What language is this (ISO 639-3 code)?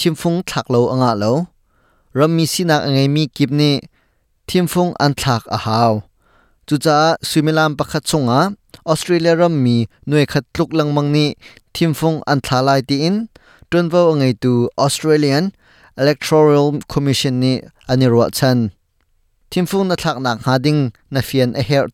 cnh